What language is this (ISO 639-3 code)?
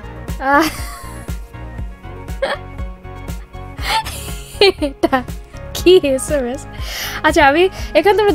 ben